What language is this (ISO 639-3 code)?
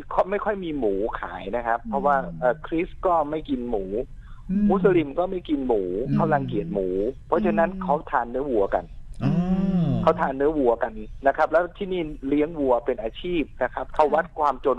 tha